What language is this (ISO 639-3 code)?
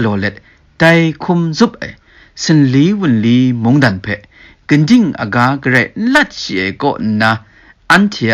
kac